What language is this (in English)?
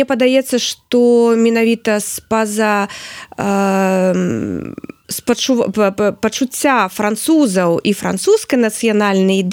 Belarusian